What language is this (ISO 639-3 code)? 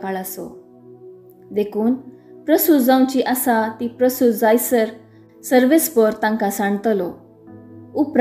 kok